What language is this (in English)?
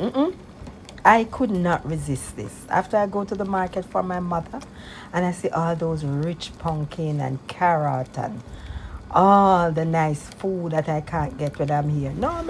Jamaican Creole English